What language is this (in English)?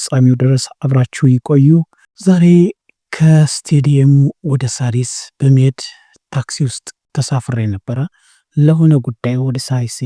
Amharic